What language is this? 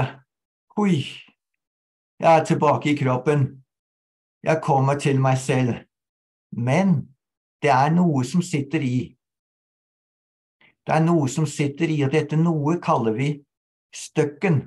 Norwegian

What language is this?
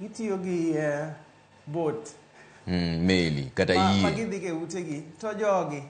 Luo (Kenya and Tanzania)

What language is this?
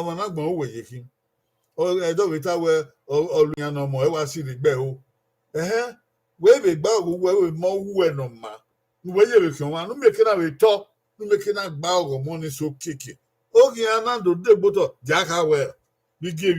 Bini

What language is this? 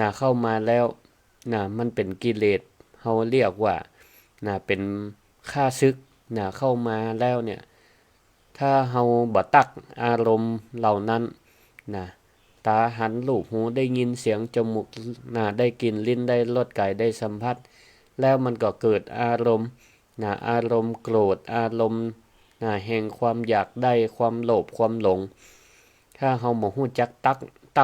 Northern Thai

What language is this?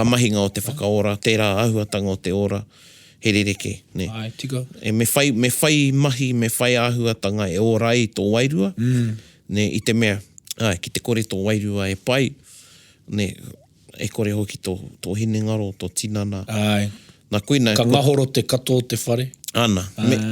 Māori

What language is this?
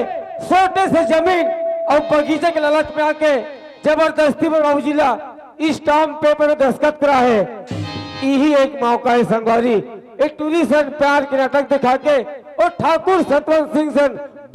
Chhattisgarhi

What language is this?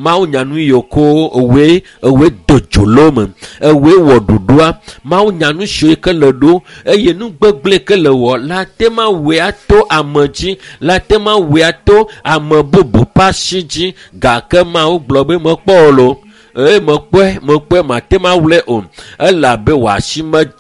Ewe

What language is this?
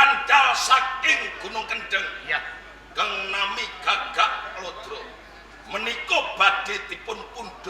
Javanese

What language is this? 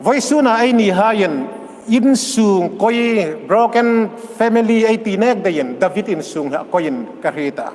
Hmar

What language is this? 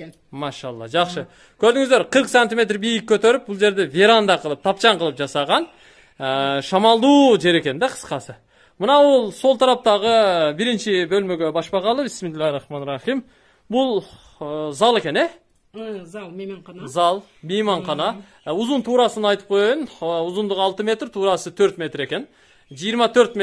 Kyrgyz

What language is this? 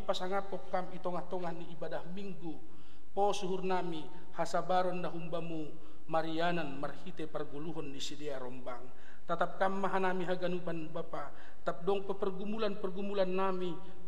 Batak Simalungun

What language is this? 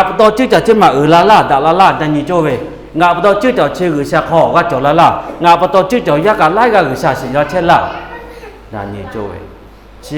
Lahu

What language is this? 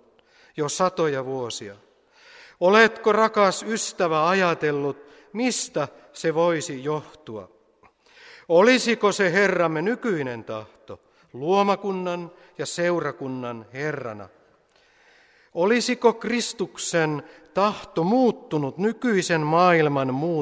Finnish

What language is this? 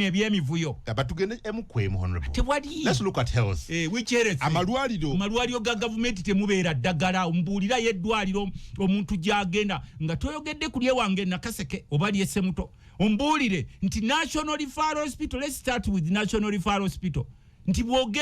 Ganda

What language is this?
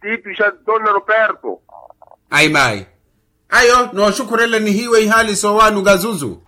Makhuwa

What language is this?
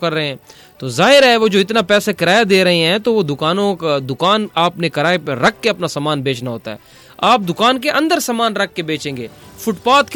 Urdu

